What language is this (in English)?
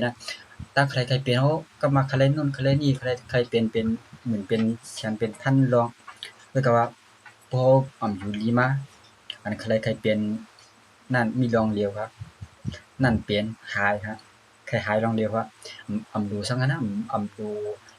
Shan